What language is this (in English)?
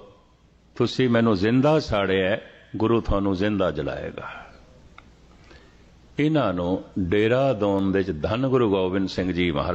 Punjabi